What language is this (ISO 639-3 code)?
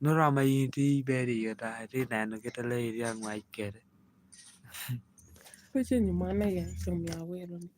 laj